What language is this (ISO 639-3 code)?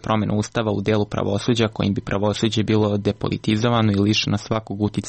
srp